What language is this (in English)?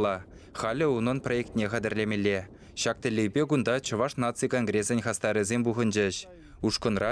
Chuvash